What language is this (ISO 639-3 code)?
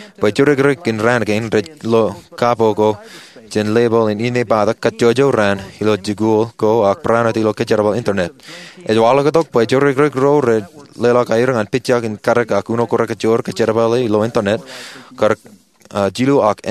mah